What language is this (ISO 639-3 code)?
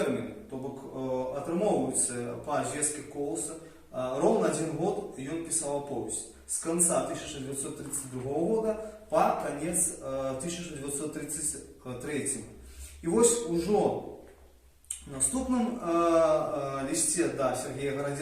bel